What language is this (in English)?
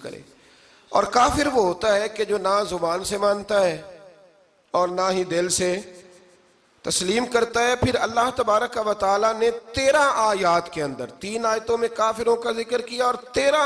Urdu